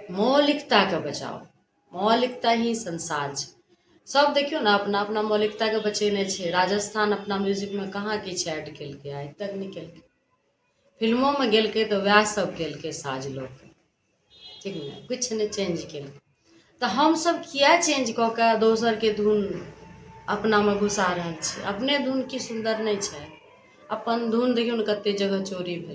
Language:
Maithili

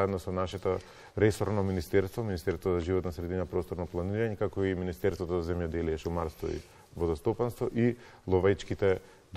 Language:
Macedonian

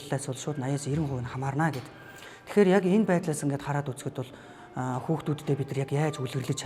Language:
Mongolian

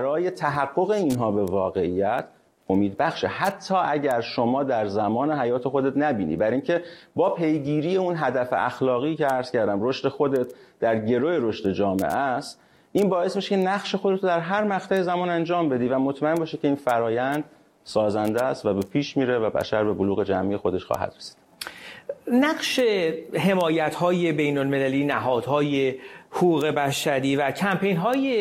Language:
Persian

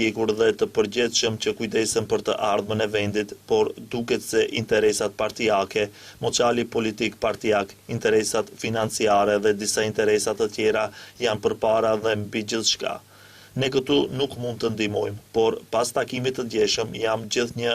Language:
Albanian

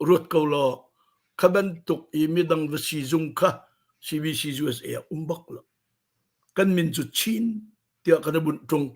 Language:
Hakha Chin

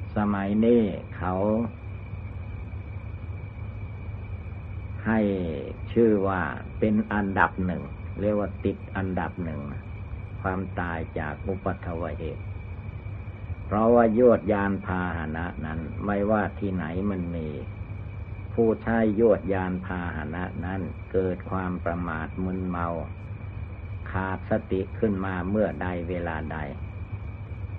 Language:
Thai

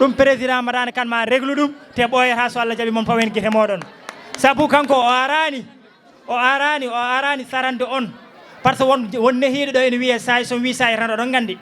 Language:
Fula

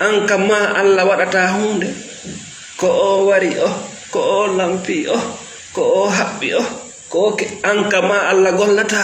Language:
Fula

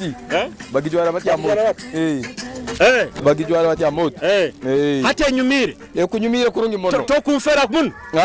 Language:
Nyoro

